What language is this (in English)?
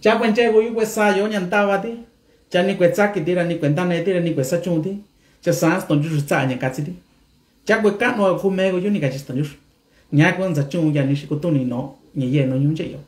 Mixtepec Mixtec